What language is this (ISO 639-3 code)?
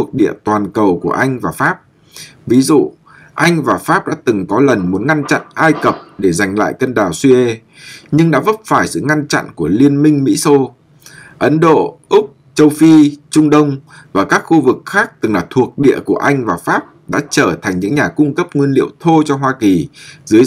vie